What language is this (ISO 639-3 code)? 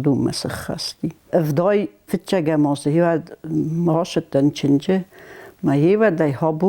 oss